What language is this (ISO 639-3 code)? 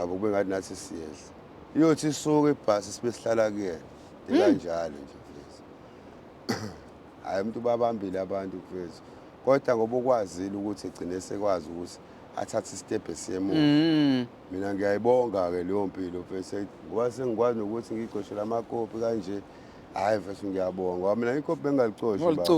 zul